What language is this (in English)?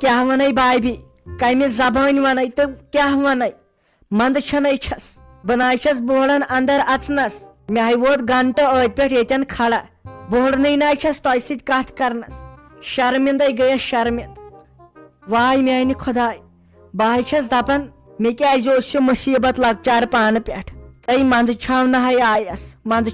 Kashmiri